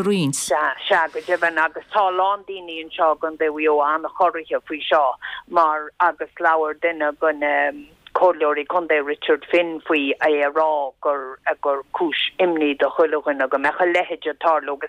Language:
Irish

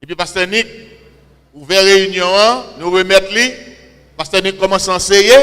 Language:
Haitian Creole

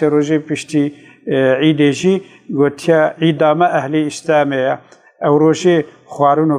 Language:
Kurdish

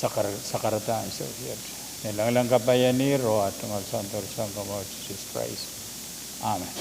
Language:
Pohnpeian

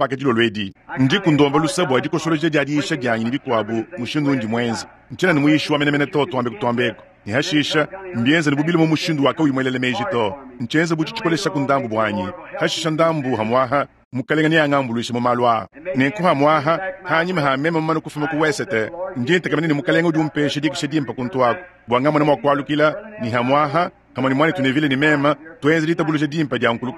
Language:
Luba-Lulua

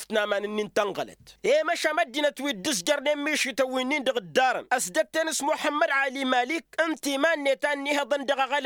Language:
Tamasheq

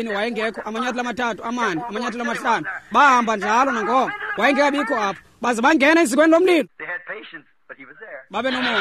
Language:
Xhosa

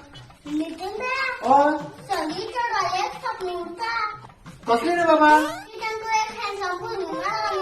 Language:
Konkani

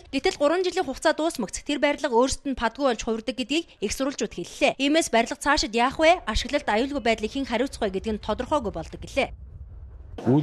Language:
Mongolian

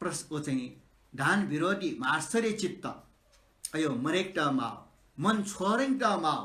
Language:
Newari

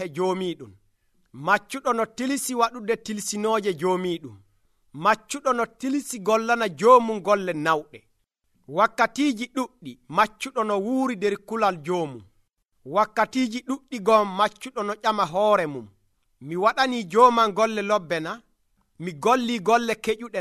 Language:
Nigerian Fulfulde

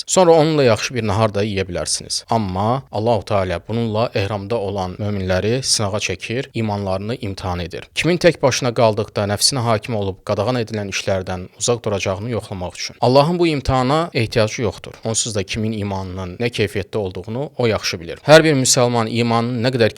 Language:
Azerbaijani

